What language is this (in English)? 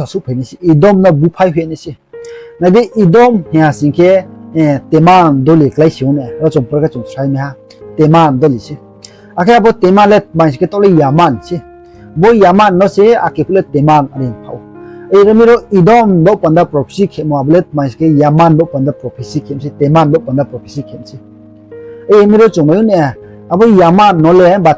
Riang (India)